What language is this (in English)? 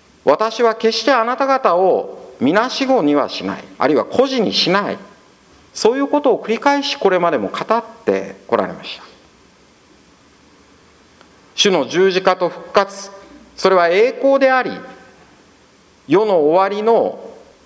Japanese